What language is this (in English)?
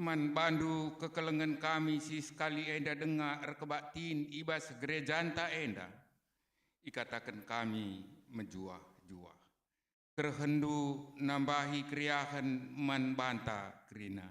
Batak Karo